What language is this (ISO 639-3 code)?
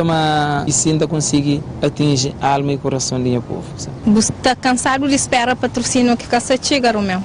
kea